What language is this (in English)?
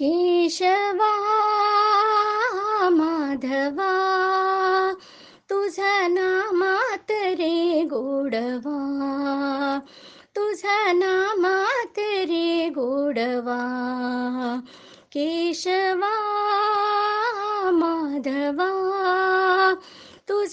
Marathi